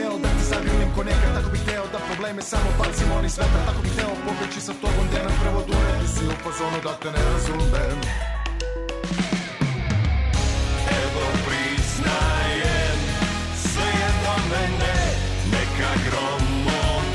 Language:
Serbian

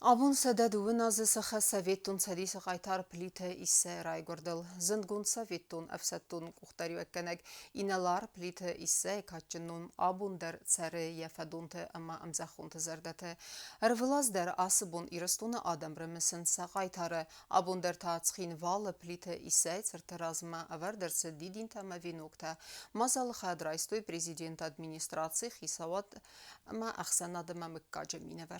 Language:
Ossetic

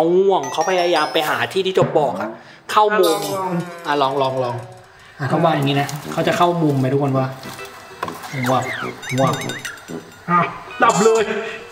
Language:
Thai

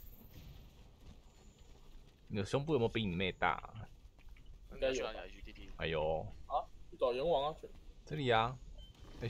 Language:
Chinese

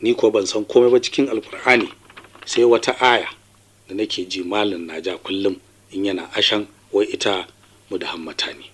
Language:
Hausa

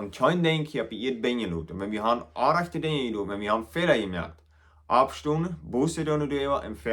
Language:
Plautdietsch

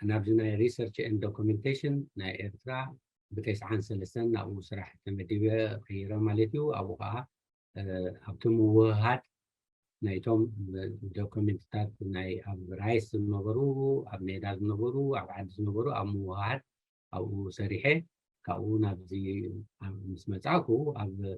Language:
Tigrinya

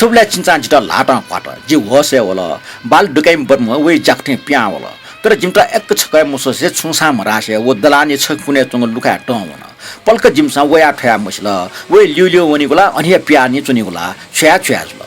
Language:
Newari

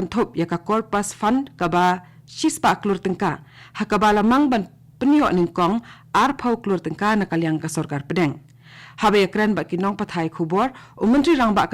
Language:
Khasi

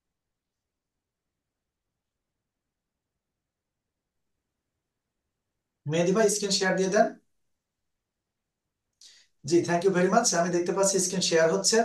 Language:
Bangla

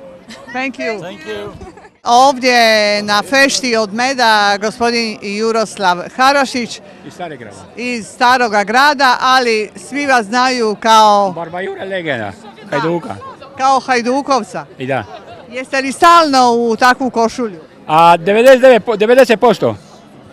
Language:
Croatian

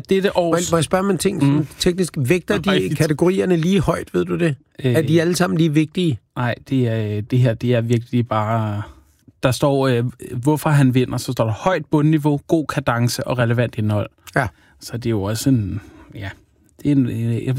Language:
Danish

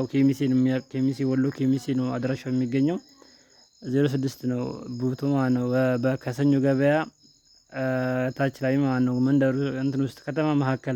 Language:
Amharic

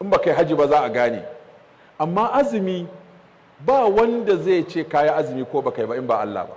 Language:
Hausa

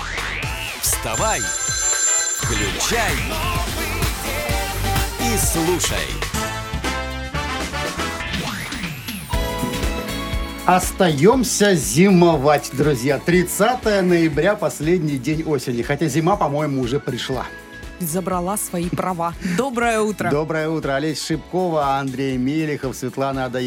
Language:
Russian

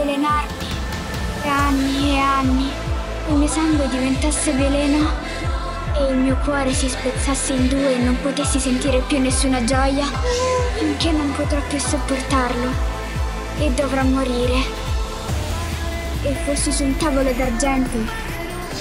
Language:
Italian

